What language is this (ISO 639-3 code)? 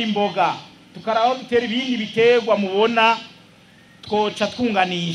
run